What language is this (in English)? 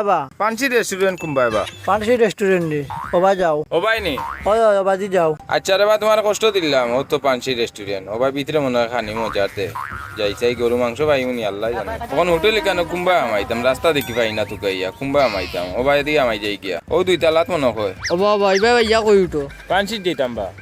Sylheti